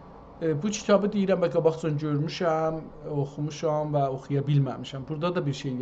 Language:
South Azerbaijani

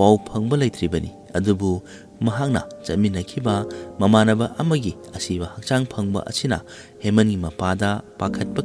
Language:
Manipuri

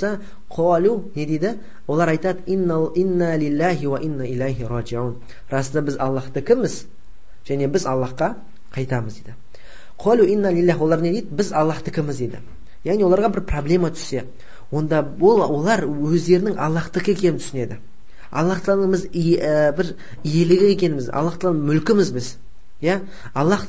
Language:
Kazakh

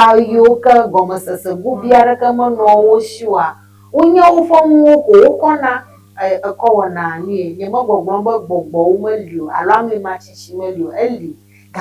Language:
Ewe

